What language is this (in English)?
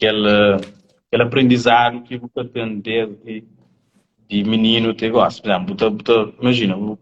Kabuverdianu